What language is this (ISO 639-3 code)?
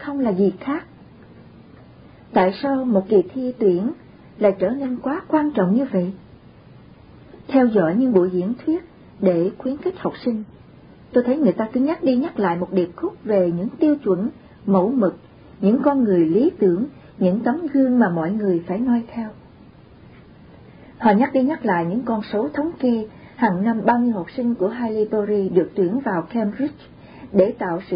vie